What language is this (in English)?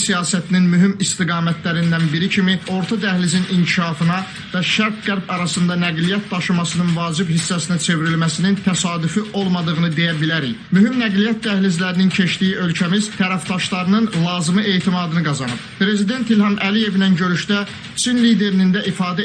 Azerbaijani